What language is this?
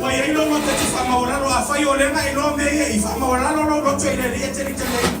Samoan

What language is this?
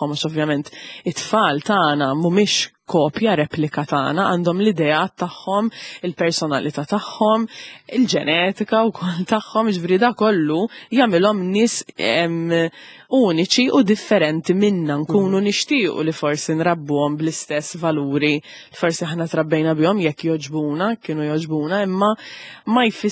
Maltese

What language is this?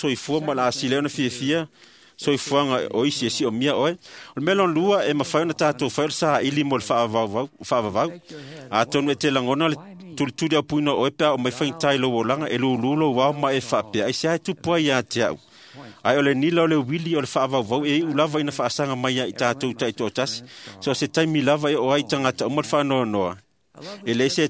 Samoan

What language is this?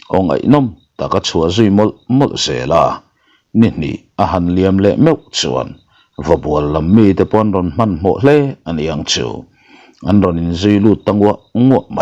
Mizo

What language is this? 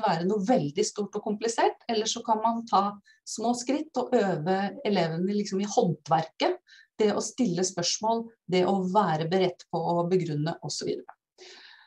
Norwegian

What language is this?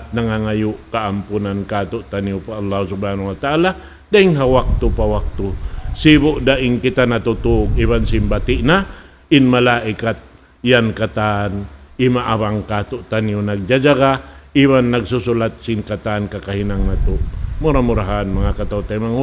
Tausug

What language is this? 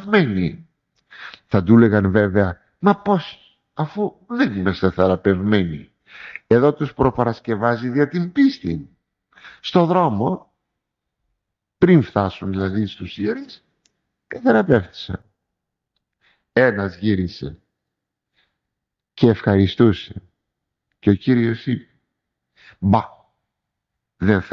Greek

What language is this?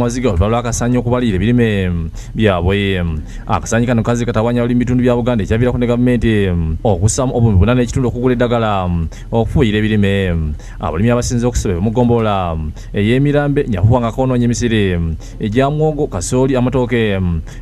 Ganda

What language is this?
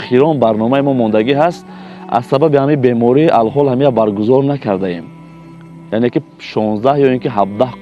Tajik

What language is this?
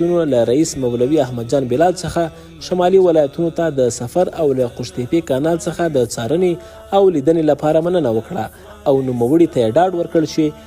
Pashto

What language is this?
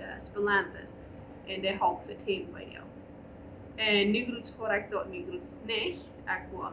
Plautdietsch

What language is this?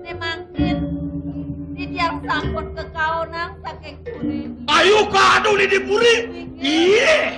Balinese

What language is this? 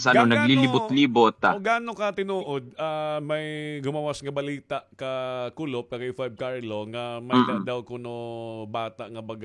Waray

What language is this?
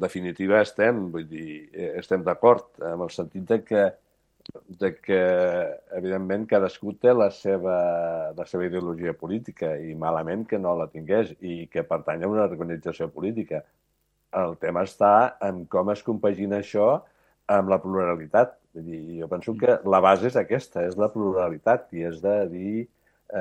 Catalan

